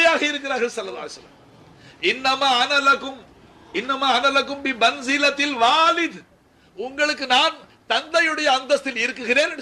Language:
Tamil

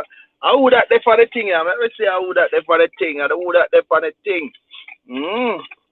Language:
Jamaican Creole English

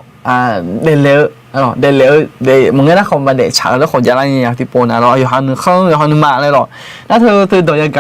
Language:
Akha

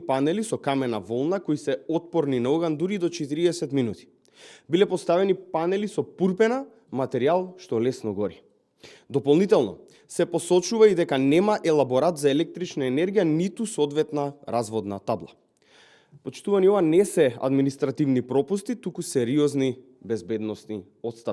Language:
Macedonian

